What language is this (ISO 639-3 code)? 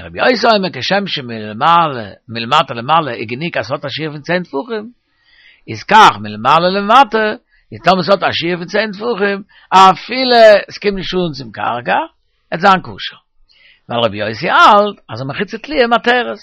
yid